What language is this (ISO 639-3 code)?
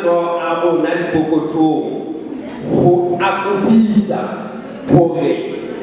sot